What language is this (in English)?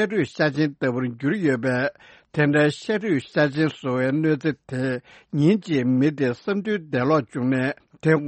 Tibetan